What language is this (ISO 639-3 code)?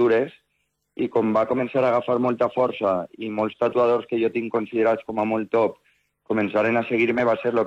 cat